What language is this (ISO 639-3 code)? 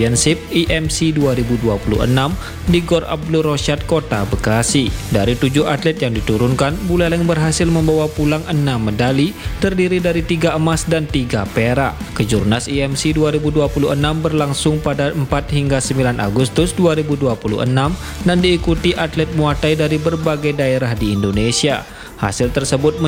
ind